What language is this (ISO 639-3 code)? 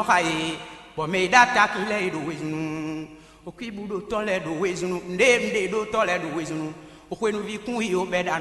fon